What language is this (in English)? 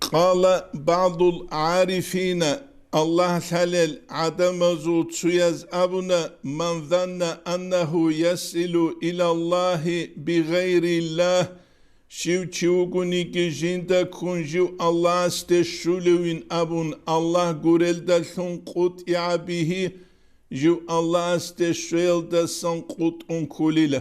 Avaric